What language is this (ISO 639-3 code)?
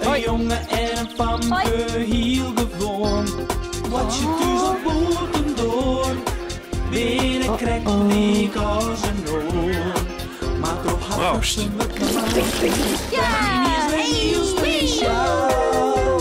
fry